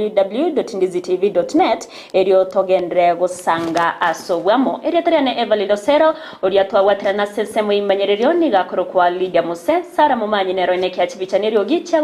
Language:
Gusii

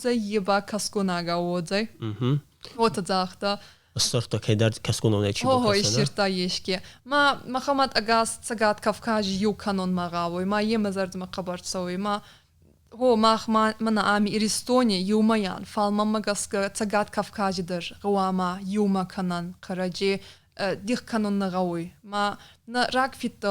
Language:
Ossetic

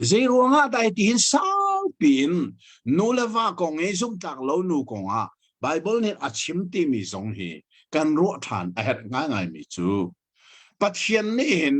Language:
Hakha Chin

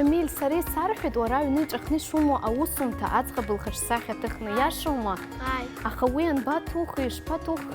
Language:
Abkhazian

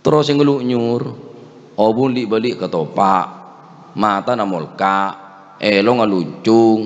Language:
Madurese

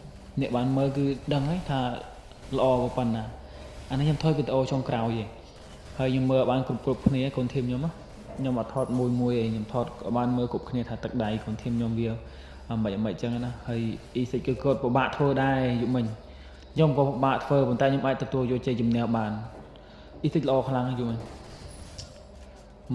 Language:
Khmer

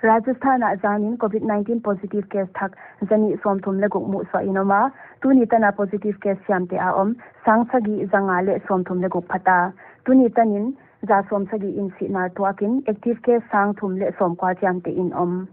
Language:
Paite Chin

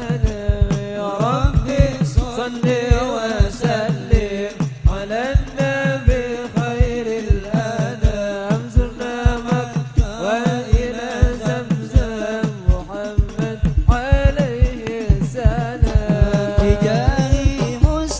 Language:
Madurese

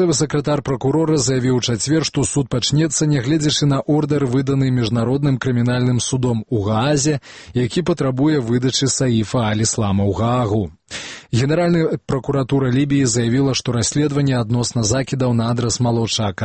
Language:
Belarusian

